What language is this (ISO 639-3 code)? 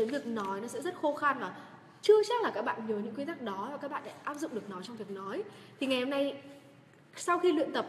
vie